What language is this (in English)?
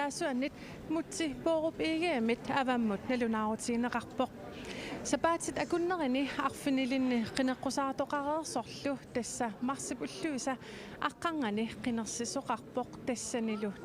Kalaallisut